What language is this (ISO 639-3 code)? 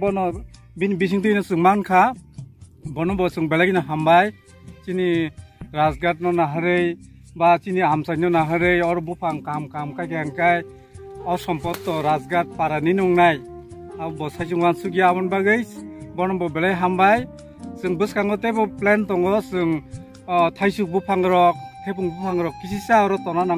trp